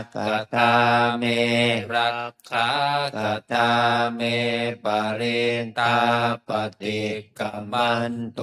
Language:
Pali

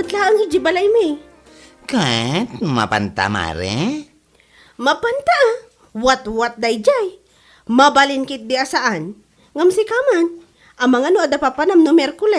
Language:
Iloko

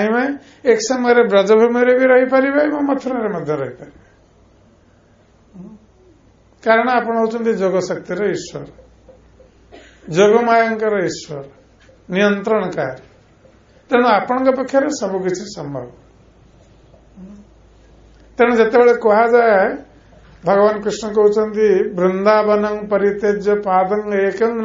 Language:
Odia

